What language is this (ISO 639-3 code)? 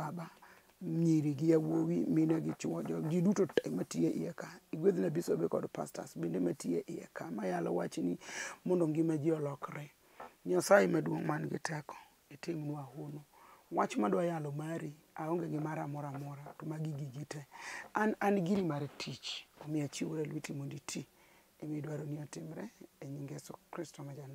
luo